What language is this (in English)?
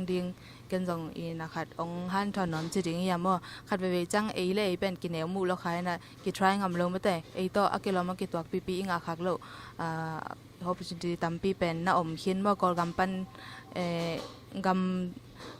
Tedim Chin